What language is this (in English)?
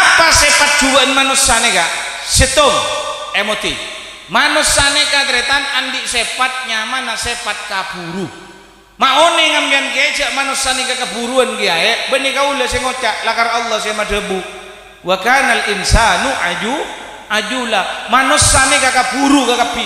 Madurese